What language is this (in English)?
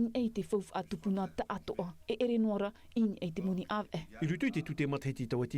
Tahitian